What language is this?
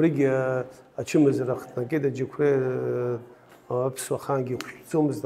Abkhazian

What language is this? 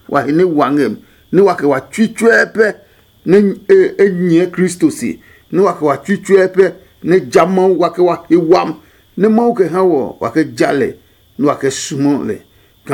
Adangme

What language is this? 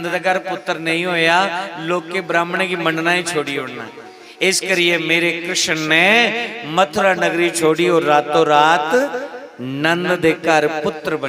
Dogri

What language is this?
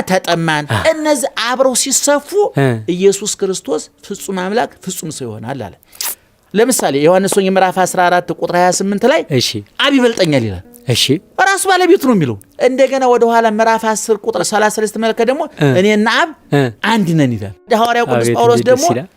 Amharic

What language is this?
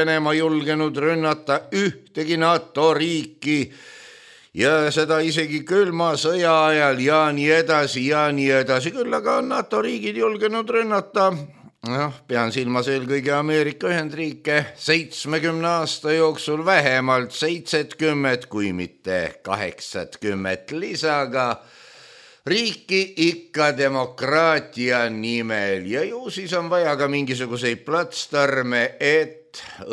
Estonian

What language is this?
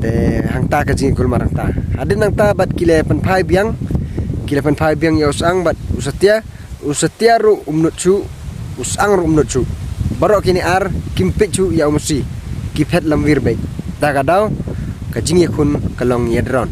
Pnar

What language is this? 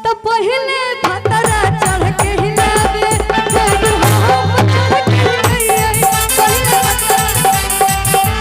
Magahi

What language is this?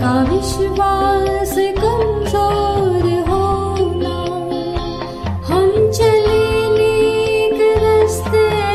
Hindi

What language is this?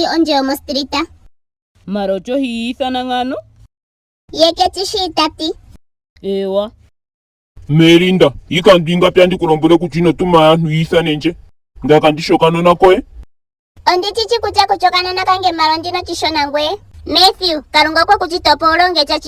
Ndonga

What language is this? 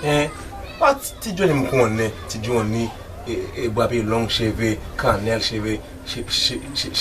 Haitian Creole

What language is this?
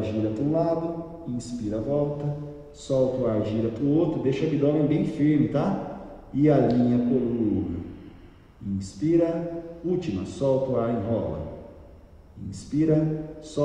Portuguese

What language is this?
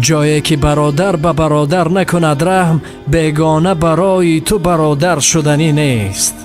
Tajik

